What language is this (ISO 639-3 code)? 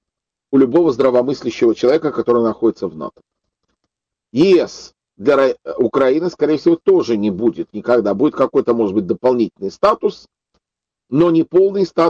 rus